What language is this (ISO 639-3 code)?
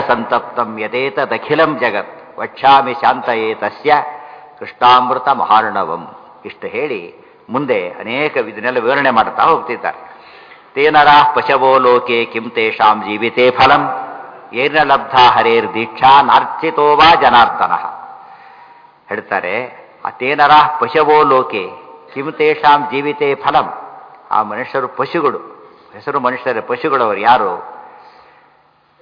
kan